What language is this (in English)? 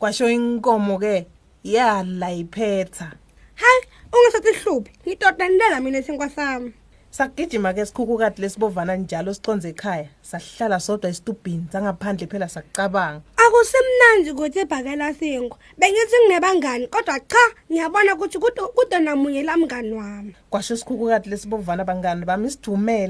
Swati